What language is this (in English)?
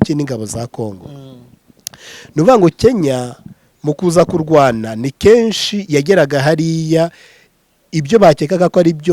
Kinyarwanda